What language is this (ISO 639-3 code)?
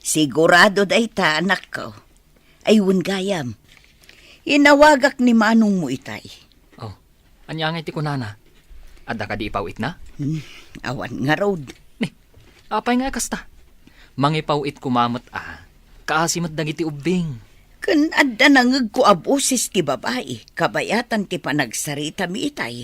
ilo